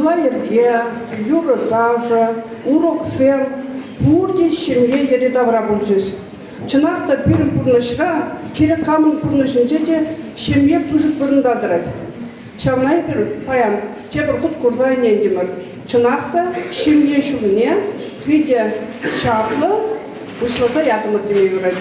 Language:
Chuvash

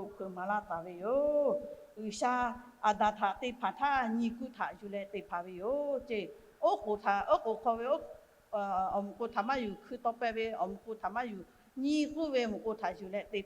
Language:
Lahu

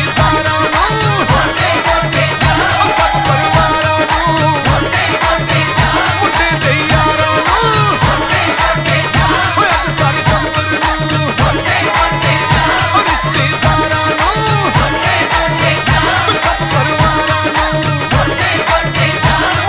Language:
Punjabi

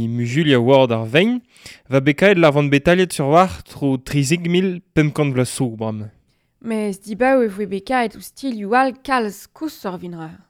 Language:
Breton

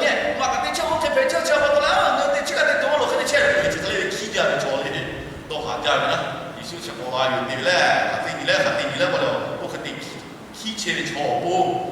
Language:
Lahu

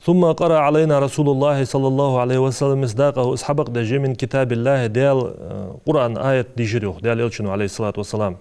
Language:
Ingush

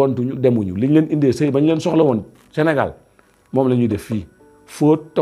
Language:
Wolof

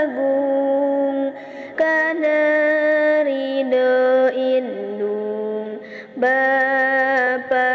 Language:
Sundanese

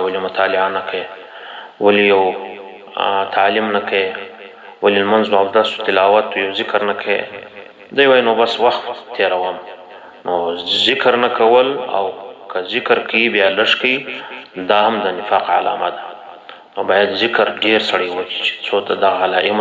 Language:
Pashto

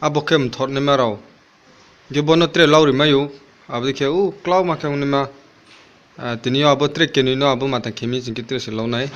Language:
Riang (India)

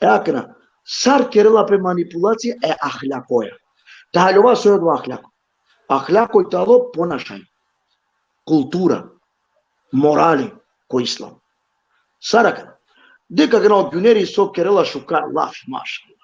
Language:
Balkan Romani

